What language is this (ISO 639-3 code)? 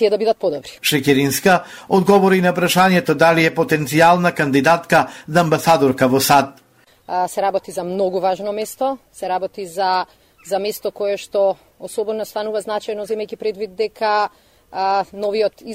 mkd